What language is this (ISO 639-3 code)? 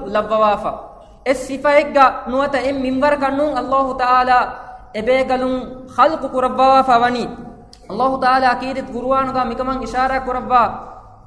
div